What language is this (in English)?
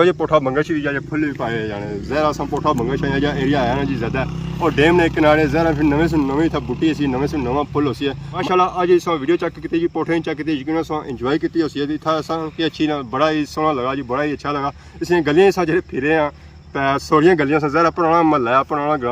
Pahari-Potwari